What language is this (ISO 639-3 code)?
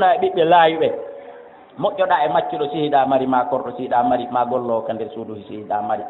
ful